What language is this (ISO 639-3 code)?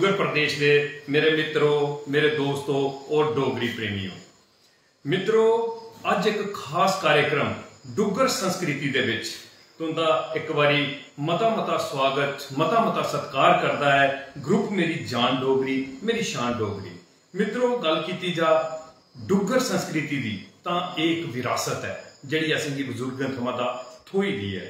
doi